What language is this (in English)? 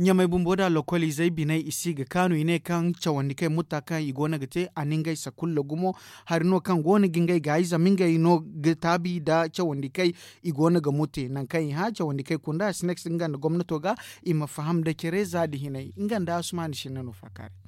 Zarma